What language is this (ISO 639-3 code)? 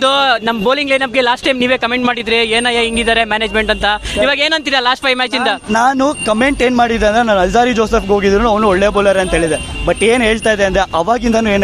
kan